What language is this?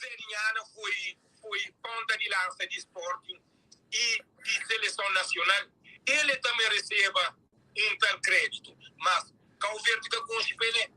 Kabuverdianu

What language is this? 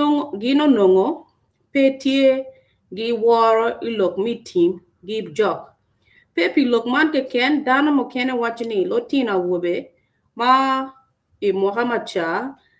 Acoli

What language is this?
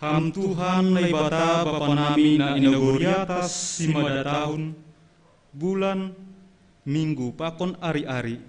Batak Simalungun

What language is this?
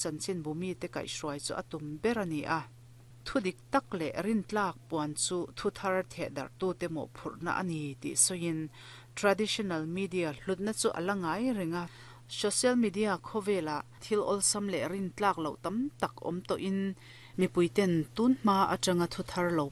Mizo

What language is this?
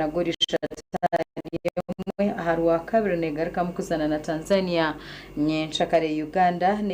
Nyankole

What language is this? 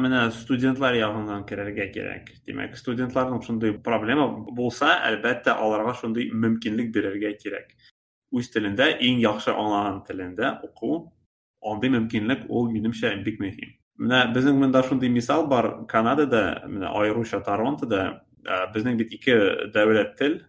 Tatar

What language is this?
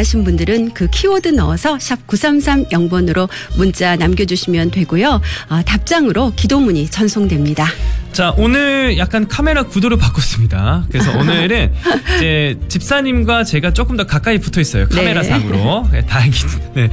Korean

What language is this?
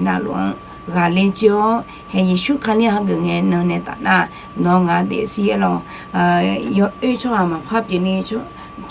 Akha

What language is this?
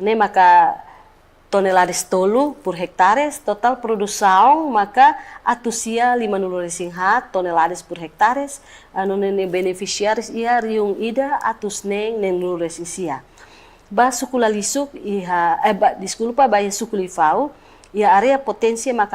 Tetum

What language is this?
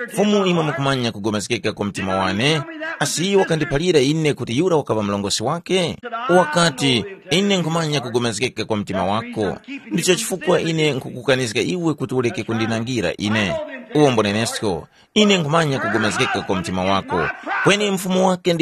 Tumbuka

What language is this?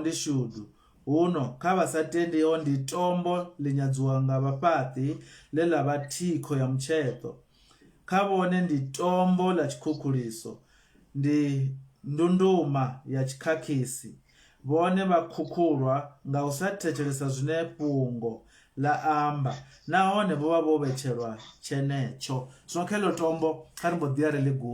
Venda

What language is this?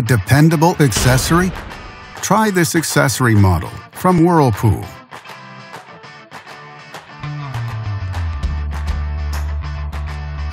English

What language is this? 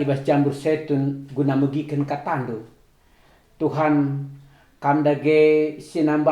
Batak Karo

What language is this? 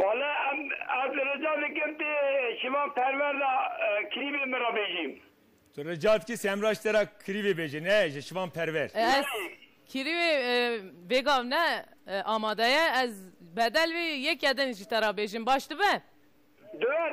Kurdish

